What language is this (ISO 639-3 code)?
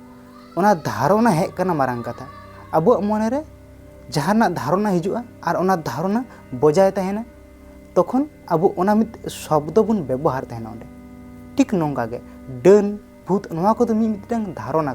sat